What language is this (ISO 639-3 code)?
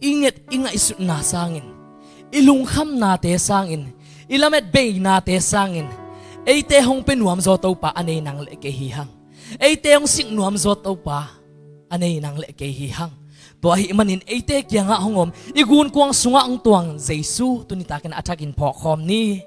ctd